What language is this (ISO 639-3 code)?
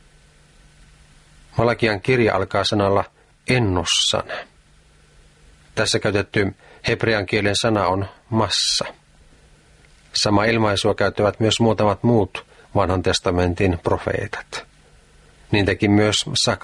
fin